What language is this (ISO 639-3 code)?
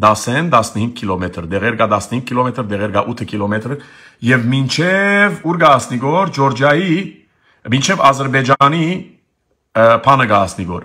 hye